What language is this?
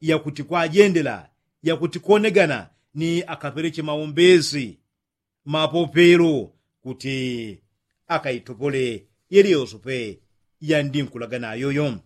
Yao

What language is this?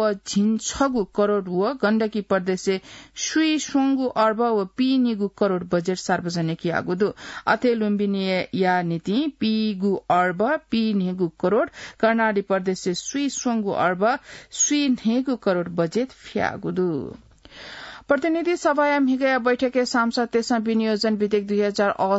Newari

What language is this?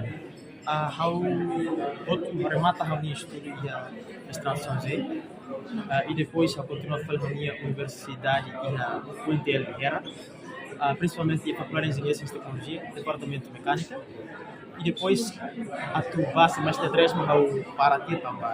Tetum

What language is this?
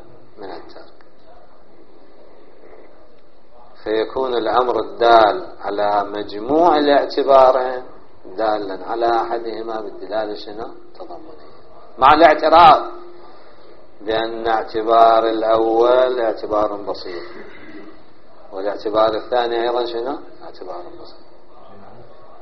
Arabic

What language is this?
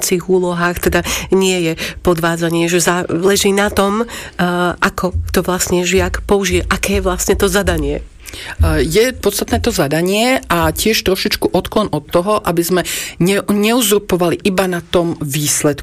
Slovak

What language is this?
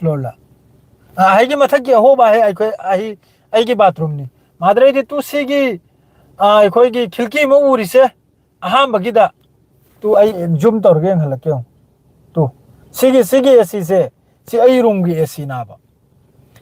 Manipuri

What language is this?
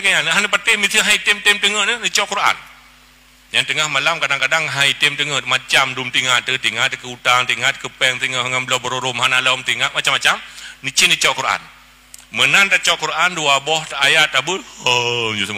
Achinese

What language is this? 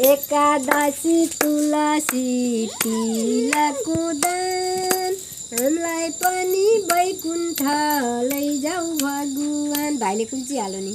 Nepali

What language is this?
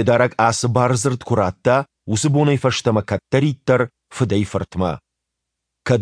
Ossetic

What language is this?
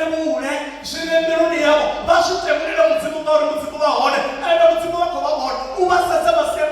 Venda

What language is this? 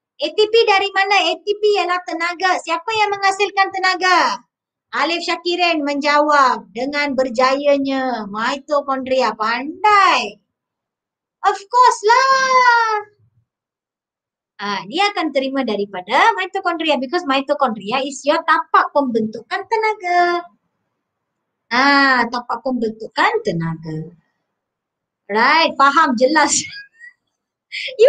Malay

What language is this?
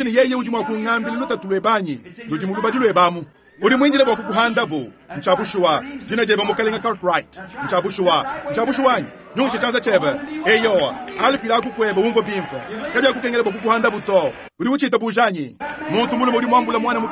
Luba-Lulua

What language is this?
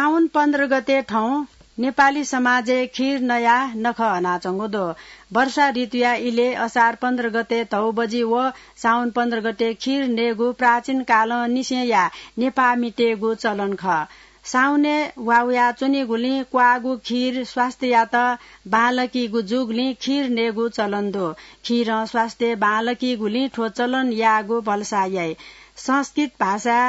Newari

